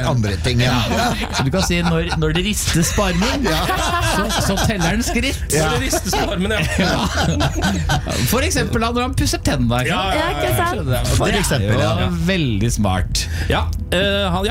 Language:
Norwegian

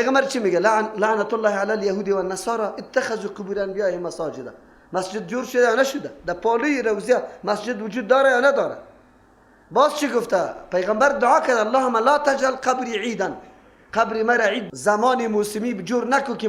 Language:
Persian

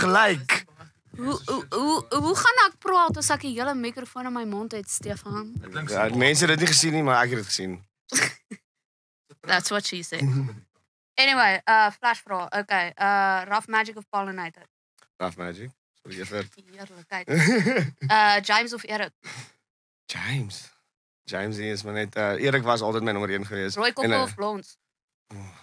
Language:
Afrikaans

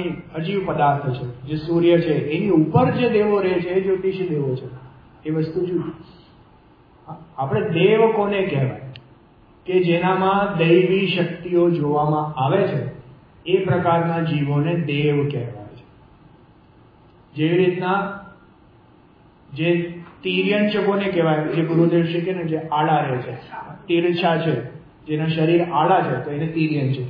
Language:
Gujarati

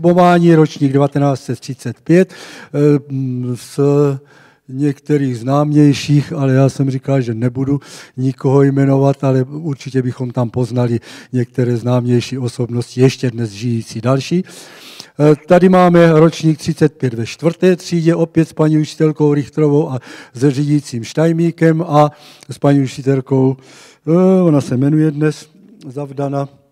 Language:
Czech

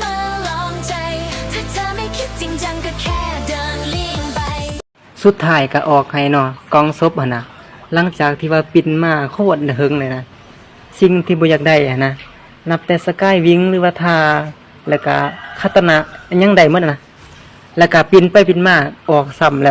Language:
Lao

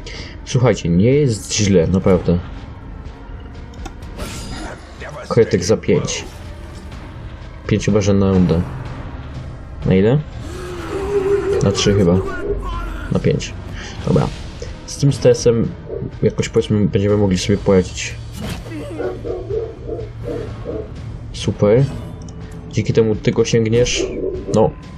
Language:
Polish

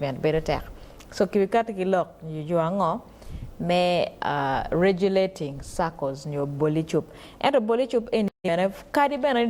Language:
Acoli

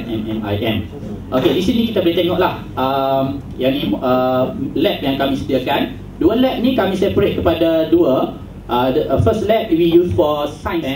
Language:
Malay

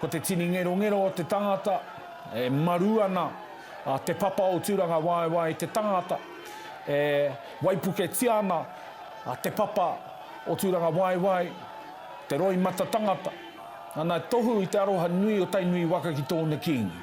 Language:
Māori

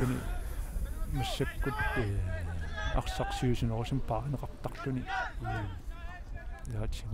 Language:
Kalaallisut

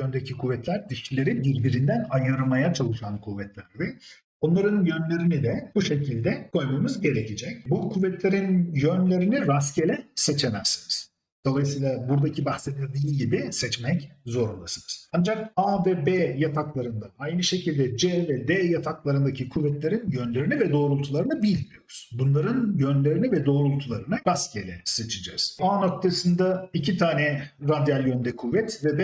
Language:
Turkish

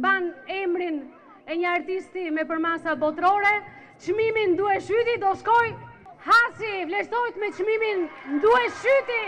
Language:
Albanian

